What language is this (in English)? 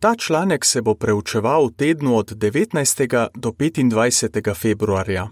Slovenian